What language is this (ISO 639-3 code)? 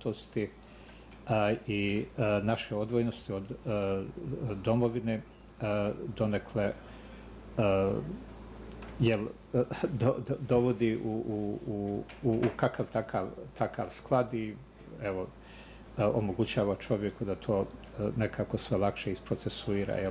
bos